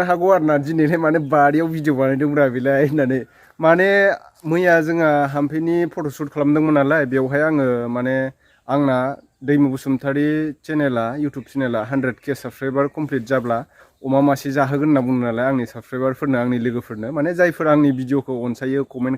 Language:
Bodo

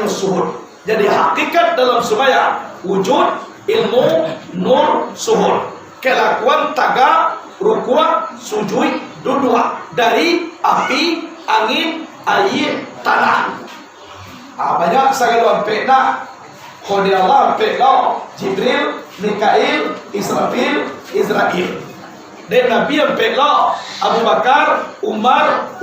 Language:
Minangkabau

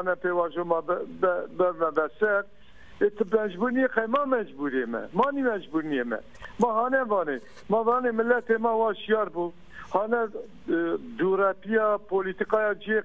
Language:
Zaza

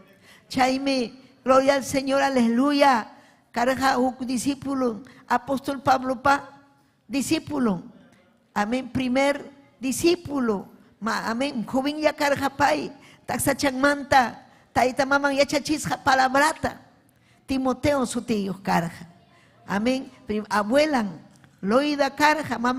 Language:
Ayacucho Quechua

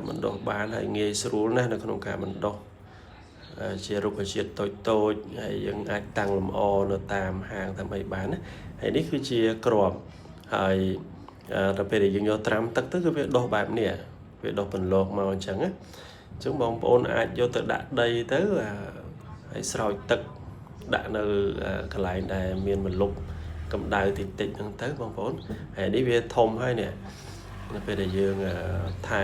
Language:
Khmer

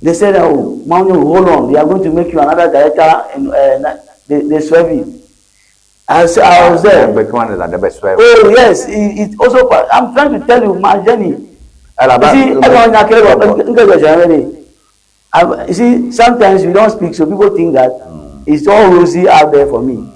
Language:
Ewe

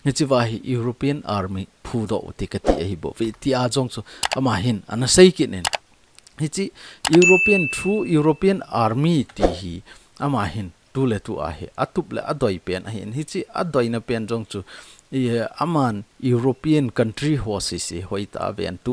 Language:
Thado Chin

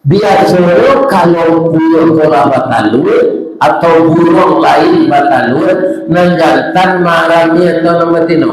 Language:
Minangkabau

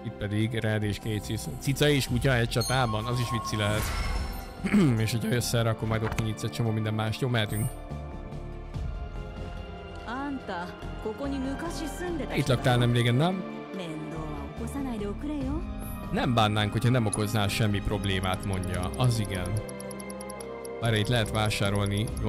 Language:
Hungarian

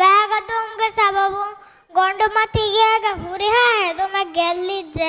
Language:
Divehi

